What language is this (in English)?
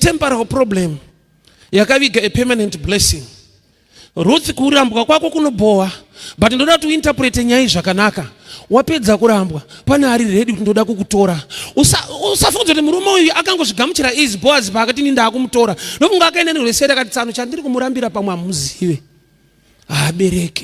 Shona